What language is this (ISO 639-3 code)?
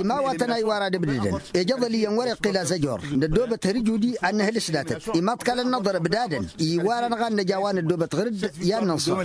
taq